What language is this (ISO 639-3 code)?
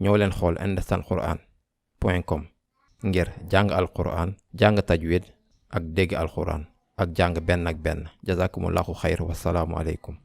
wol